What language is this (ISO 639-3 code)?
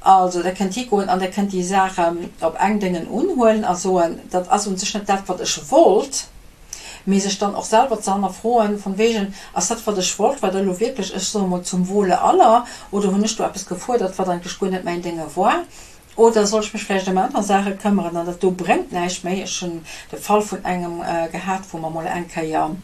ltz